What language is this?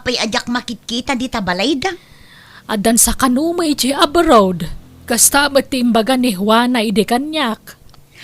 Iloko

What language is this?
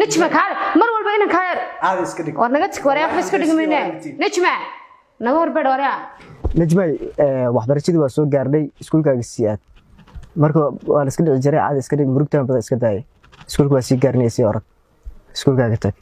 Somali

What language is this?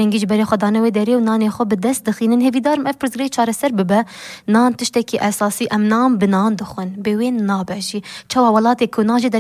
Kurdish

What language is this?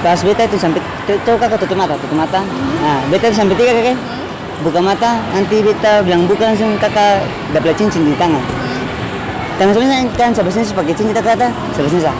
Ambonese Malay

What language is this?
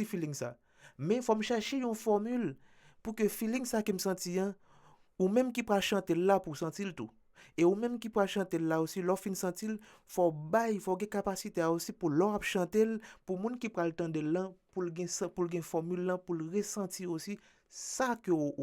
Haitian Creole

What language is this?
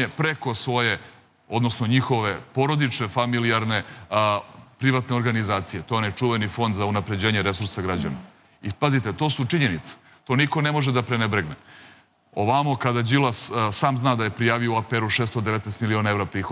Serbian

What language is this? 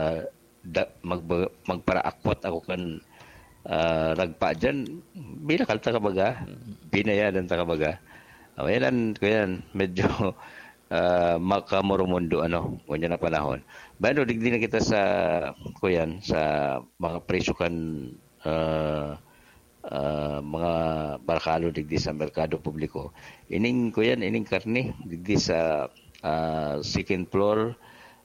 Bikol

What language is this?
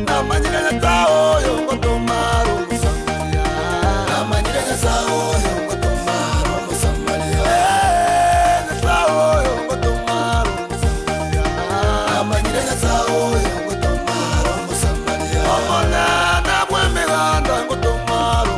Gusii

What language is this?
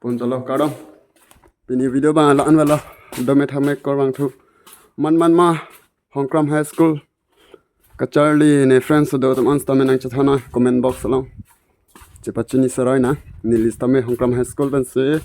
Karbi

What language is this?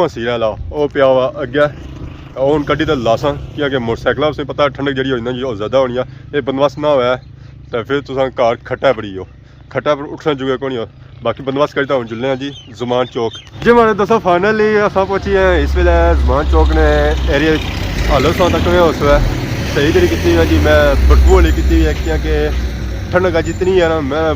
Pahari-Potwari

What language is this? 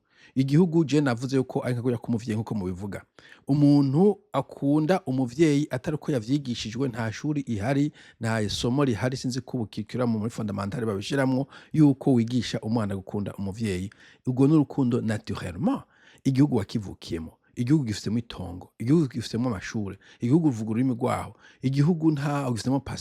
Rundi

